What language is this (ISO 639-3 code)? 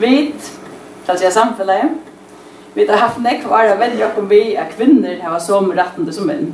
fao